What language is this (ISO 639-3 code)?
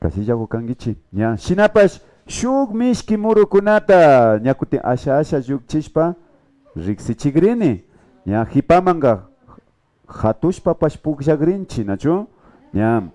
qvi